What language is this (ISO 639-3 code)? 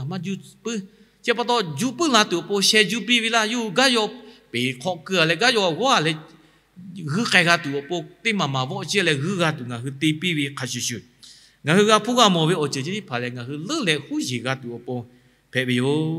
lhu